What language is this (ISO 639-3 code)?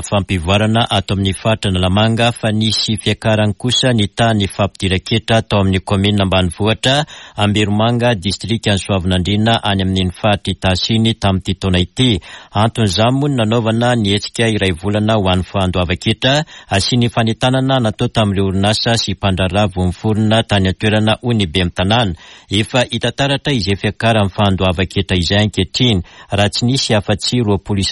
mlg